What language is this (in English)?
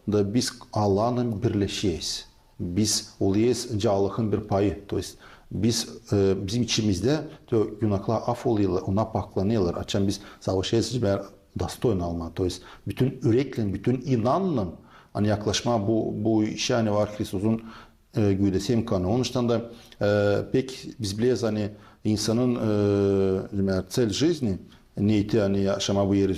Gagauz